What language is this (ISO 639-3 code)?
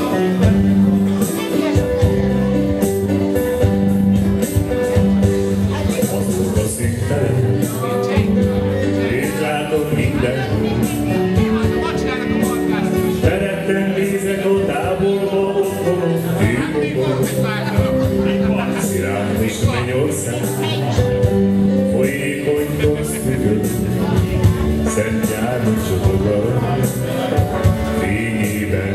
hun